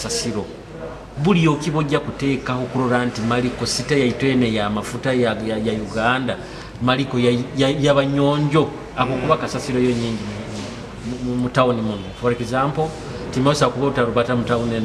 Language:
Nyoro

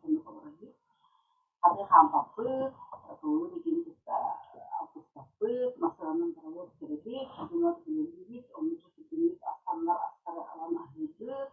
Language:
Yakut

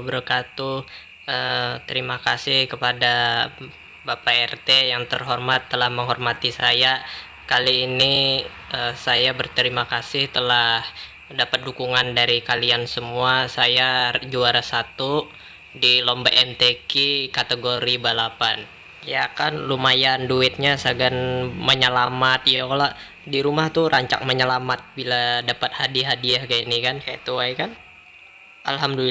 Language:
Banjar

